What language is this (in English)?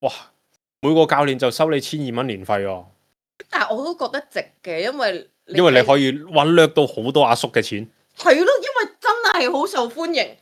Cantonese